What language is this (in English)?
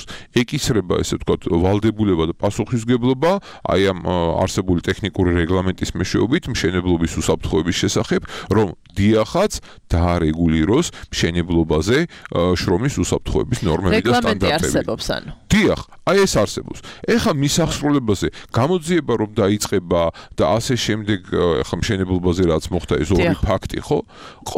Georgian